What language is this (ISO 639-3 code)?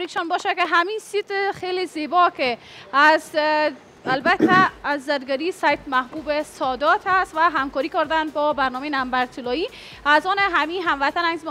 fas